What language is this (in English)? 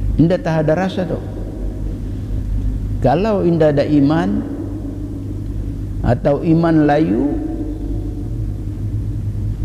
Malay